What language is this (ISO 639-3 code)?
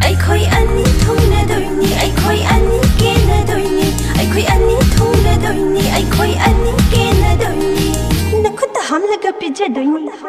mni